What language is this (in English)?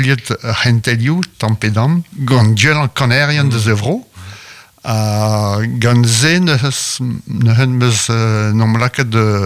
Breton